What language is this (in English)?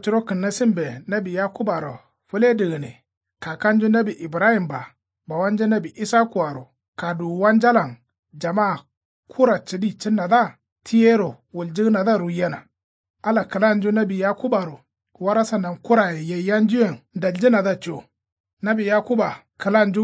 Kanuri